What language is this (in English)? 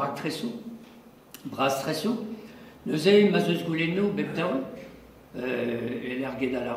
Breton